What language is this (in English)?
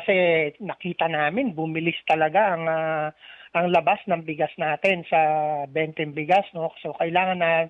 Filipino